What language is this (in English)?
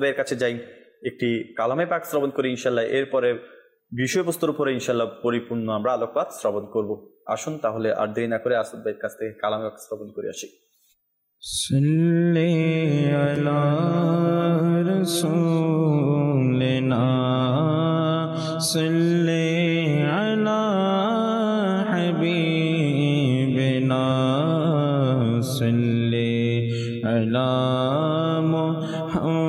Bangla